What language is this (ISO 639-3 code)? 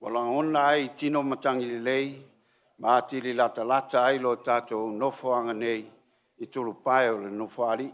smo